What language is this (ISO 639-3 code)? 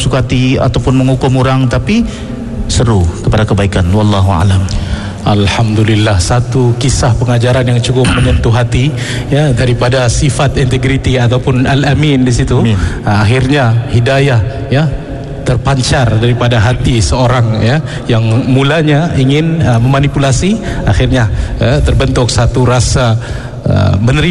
msa